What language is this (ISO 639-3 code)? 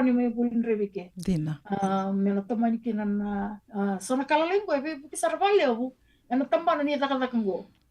fij